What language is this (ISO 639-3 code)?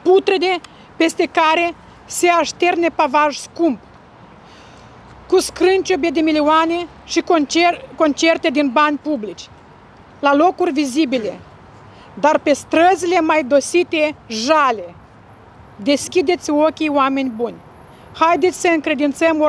ron